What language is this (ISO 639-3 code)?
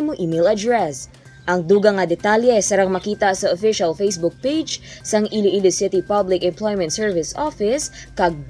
hil